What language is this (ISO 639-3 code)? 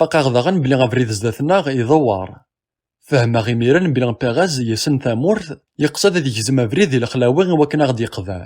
kab